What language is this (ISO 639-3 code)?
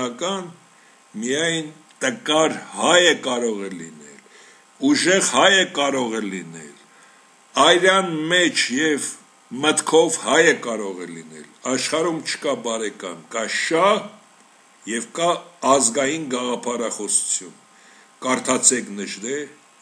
hye